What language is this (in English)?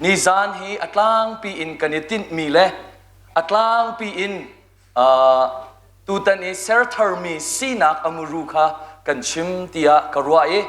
Hakha Chin